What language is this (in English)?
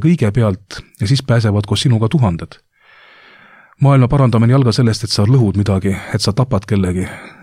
Estonian